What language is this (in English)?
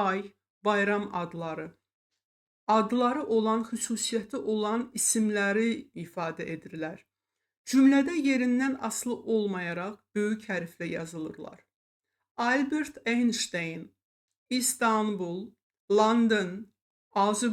Azerbaijani